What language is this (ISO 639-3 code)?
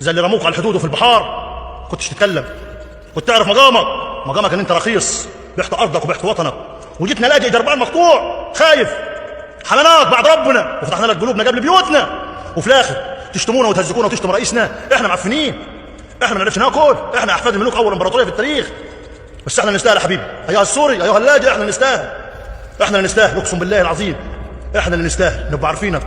arz